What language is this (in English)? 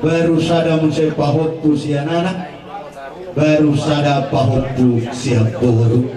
Batak Toba